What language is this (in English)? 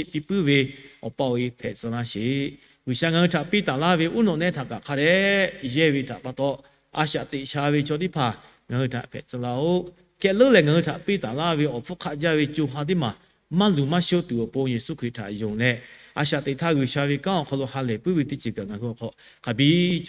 Lahu